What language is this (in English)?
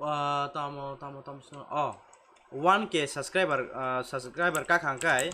Kok Borok